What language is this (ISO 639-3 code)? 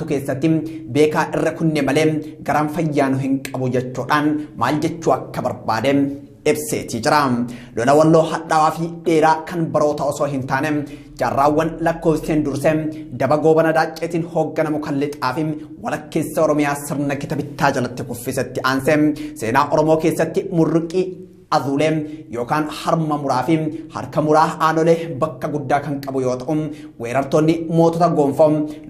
orm